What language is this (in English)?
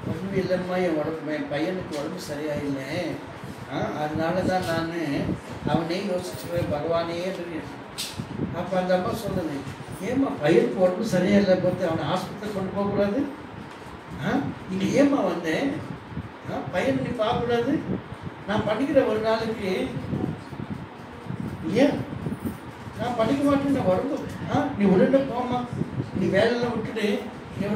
Tamil